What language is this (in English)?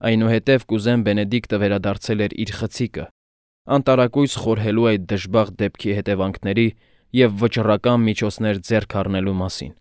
Armenian